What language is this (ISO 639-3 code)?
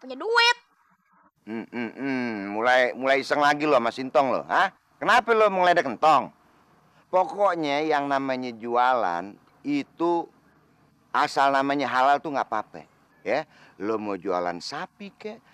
bew